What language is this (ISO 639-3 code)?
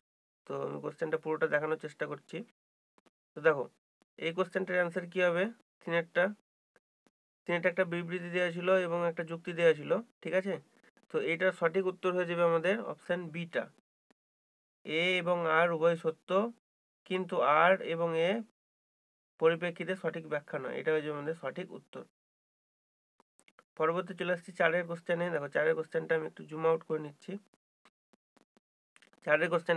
ben